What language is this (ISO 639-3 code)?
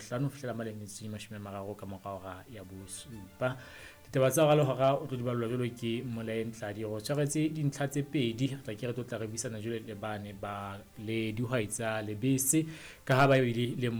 sot